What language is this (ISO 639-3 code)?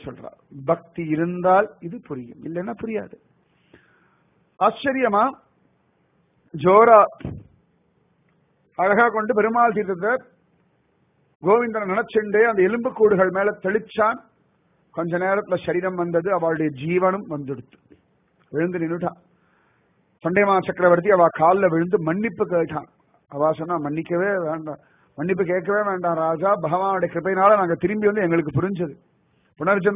tam